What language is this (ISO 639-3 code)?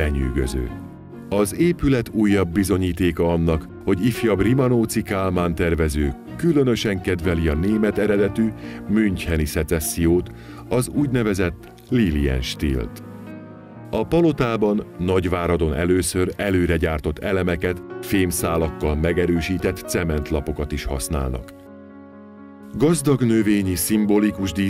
hun